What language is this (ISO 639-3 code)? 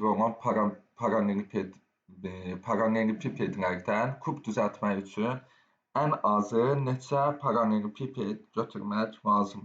aze